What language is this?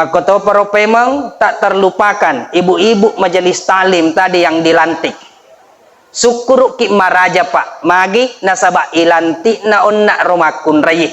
Buginese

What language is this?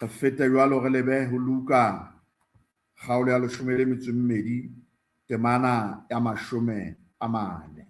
Southern Sotho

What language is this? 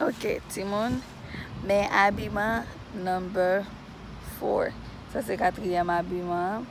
Haitian Creole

